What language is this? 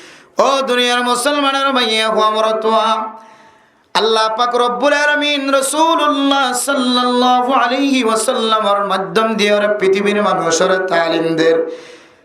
Rohingya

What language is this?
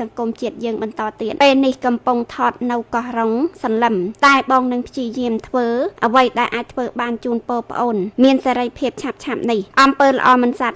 Khmer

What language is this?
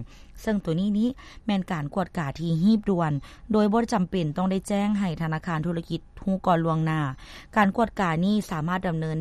Lao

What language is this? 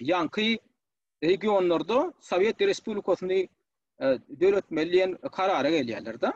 Turkmen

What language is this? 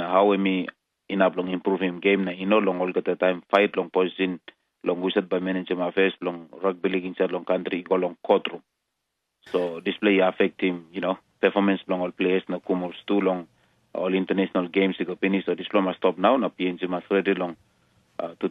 Tok Pisin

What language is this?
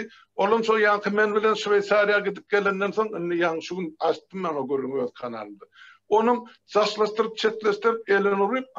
Turkmen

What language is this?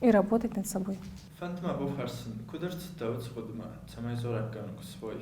Ossetic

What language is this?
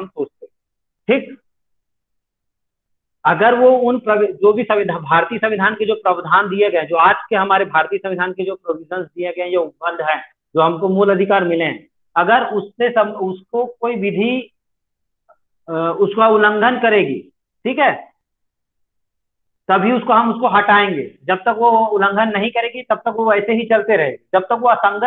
Hindi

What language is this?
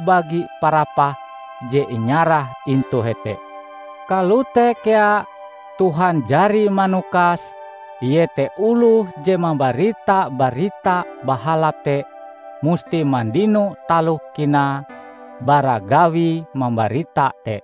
Ngaju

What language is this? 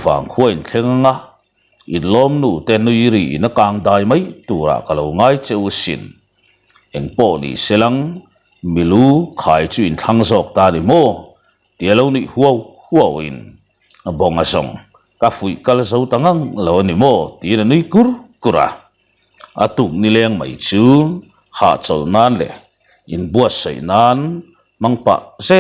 Mizo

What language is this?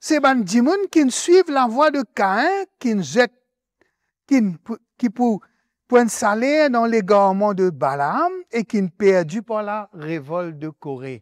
Morisyen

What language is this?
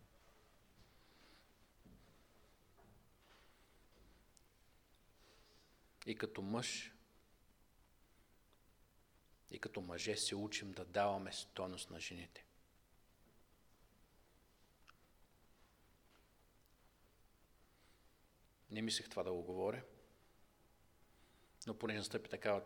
Bulgarian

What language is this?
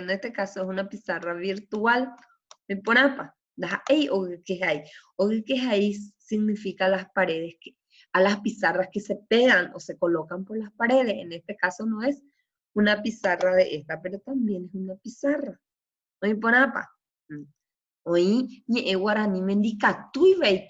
Guarani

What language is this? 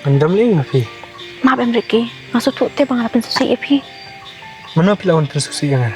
Khasi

